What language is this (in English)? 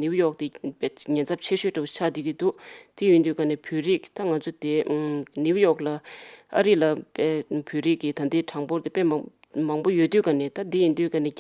Tibetan